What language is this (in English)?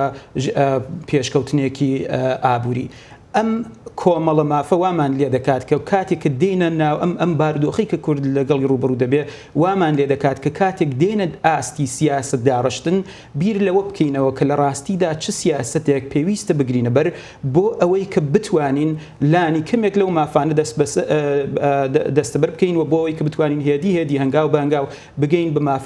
Central Kurdish